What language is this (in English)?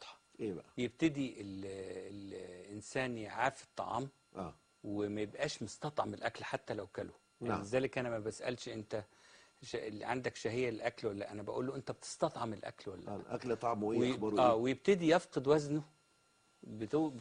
Egyptian Arabic